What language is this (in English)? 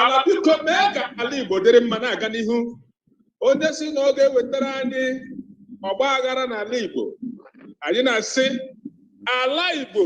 Igbo